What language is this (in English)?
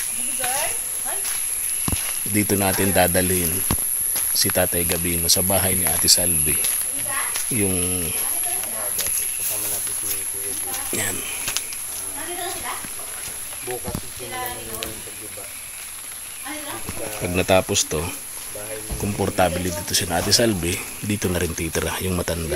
Filipino